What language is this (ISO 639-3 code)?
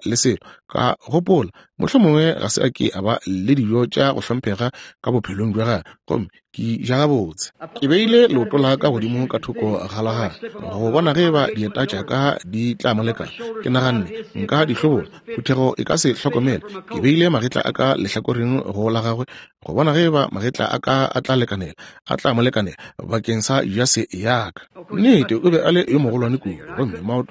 nso